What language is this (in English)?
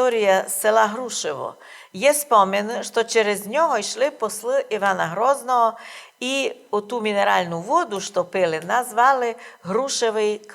Rusyn